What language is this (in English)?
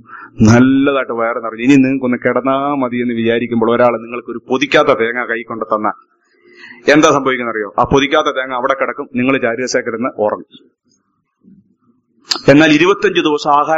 Malayalam